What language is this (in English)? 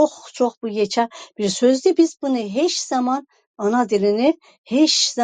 South Azerbaijani